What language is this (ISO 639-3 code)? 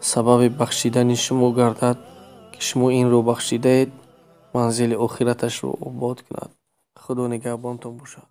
tgk